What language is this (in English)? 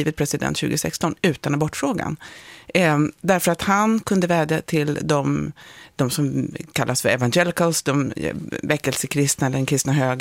Swedish